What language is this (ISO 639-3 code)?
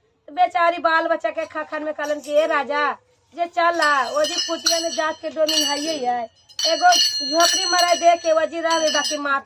mag